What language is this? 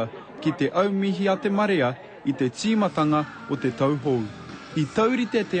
Māori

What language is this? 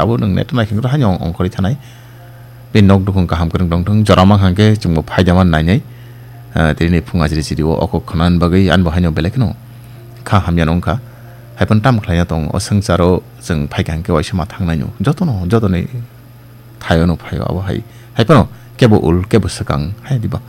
Kok Borok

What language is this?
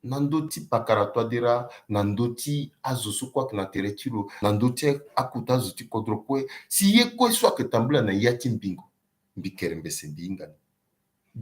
Sango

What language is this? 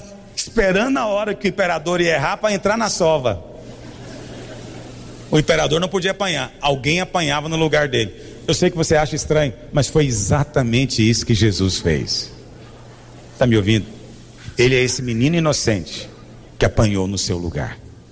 Portuguese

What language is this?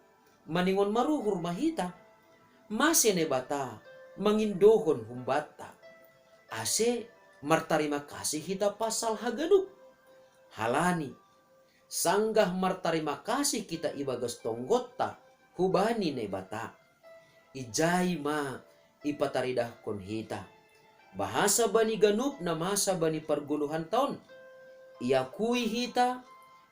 Batak Simalungun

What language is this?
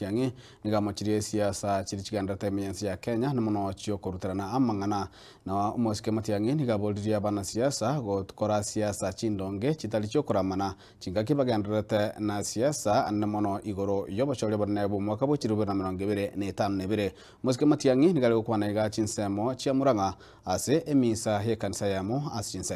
Gusii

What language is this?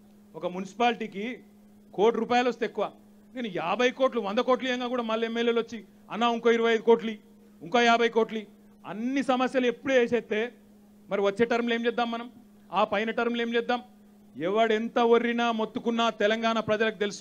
Telugu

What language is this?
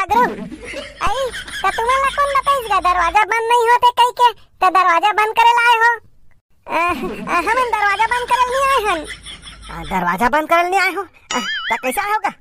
Chhattisgarhi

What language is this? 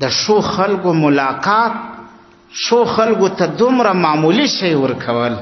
Pashto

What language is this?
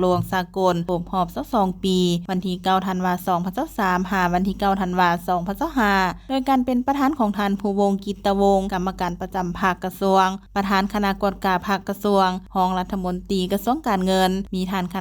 Lao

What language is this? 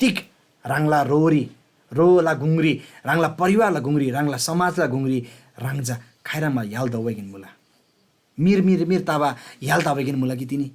Eastern Tamang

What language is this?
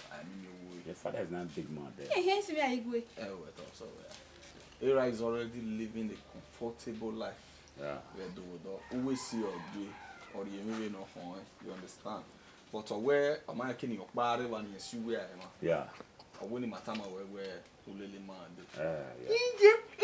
Bini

